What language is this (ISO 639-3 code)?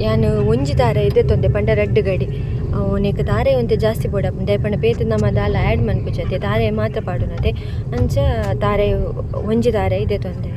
tcy